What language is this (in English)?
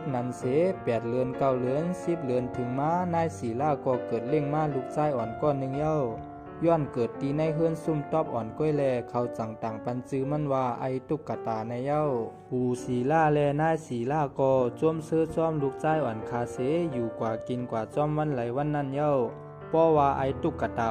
Shan